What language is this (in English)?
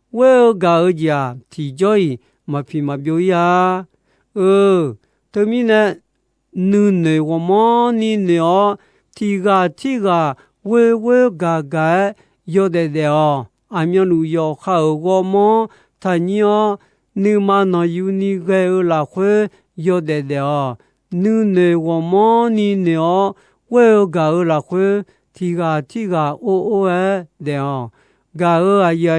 Akha